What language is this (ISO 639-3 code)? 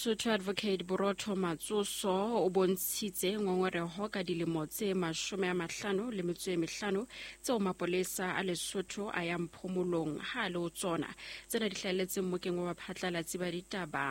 sot